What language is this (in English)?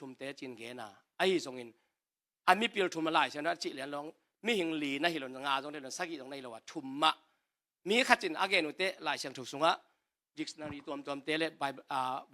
Tedim Chin